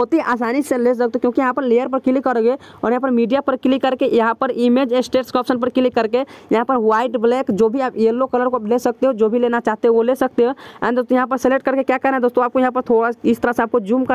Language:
Hindi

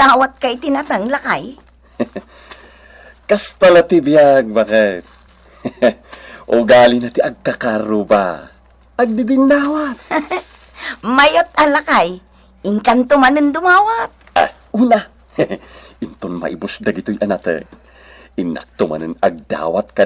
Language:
Iloko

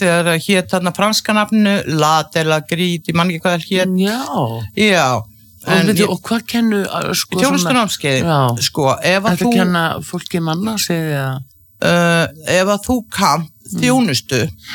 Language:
Icelandic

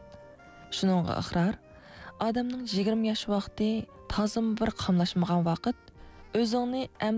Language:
Uyghur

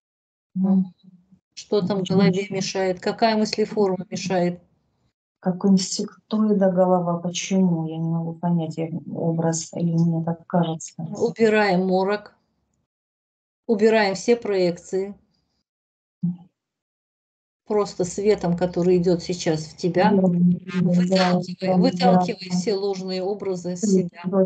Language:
Russian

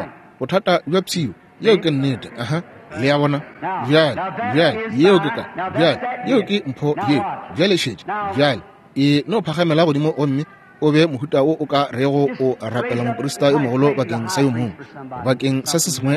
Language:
Northern Sotho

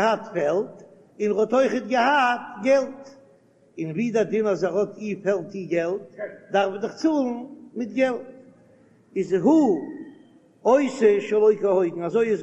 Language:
Yiddish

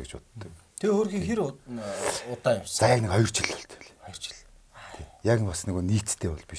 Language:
Mongolian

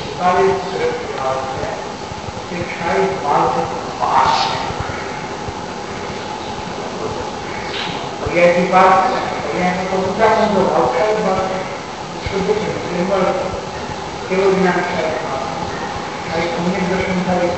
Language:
Gujarati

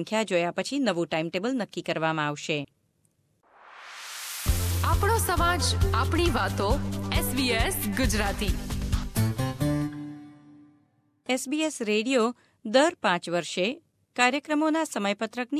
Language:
Gujarati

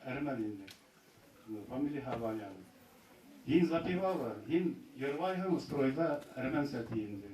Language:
Bashkir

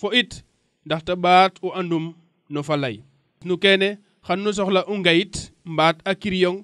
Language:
Serer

